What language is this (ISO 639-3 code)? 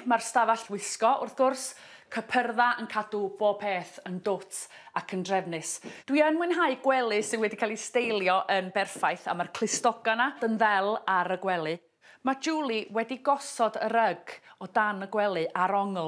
cym